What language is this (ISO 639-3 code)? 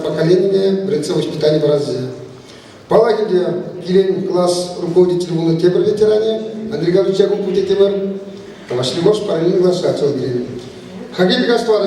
chv